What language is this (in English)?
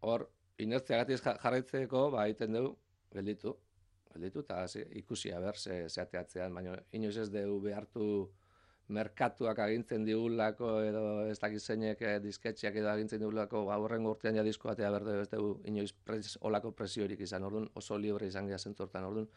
Basque